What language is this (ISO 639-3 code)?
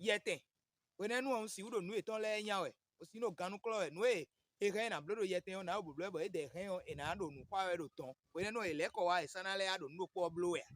fon